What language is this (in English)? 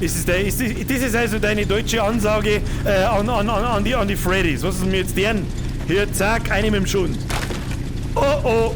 Bavarian